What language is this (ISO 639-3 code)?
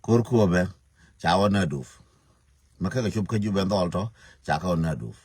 nus